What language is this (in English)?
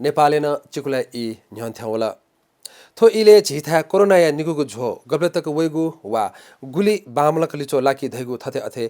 Newari